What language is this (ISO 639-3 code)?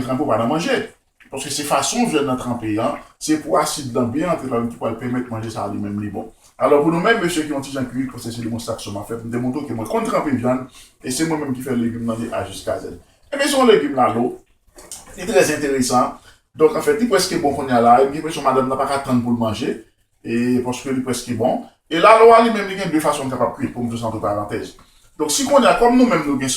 hat